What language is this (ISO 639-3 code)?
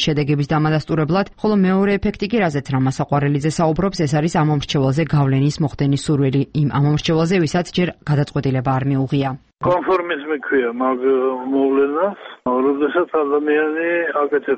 kat